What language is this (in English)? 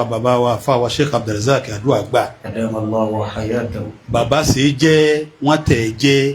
Yoruba